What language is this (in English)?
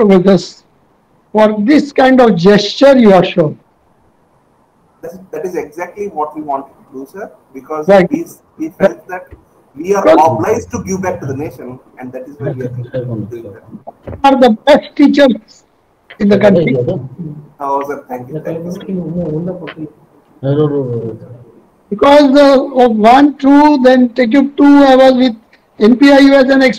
English